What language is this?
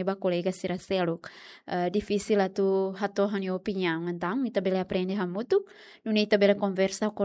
Tetum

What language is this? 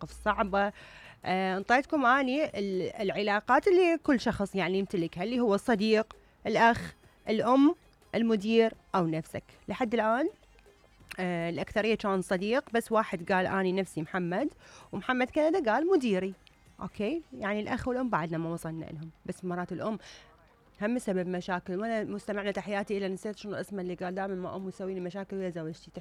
Mesopotamian Arabic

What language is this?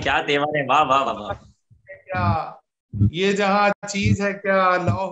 Urdu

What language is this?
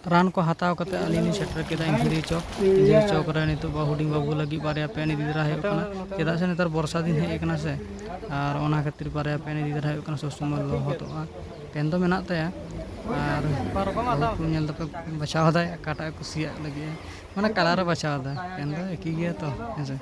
Santali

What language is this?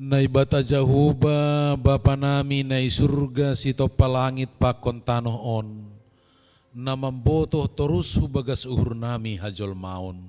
Batak Simalungun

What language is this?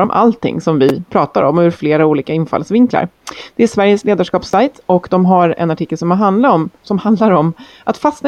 Swedish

